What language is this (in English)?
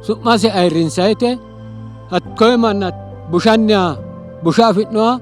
Sidamo